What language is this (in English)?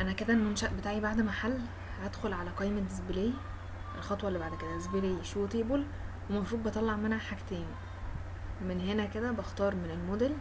Egyptian Arabic